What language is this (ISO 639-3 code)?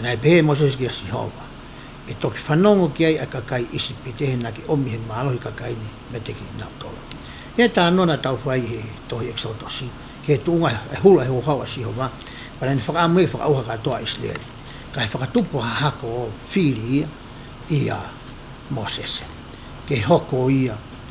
ton